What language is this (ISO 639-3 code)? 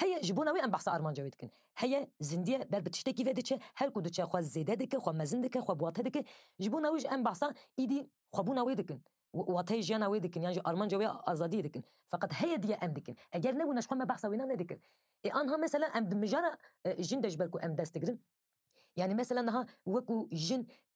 kur